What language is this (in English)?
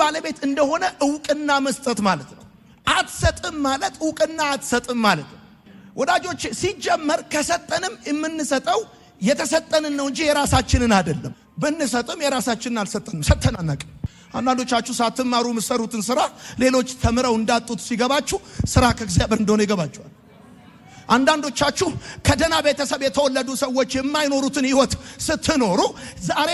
Amharic